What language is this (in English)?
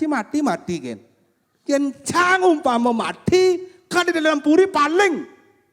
Balinese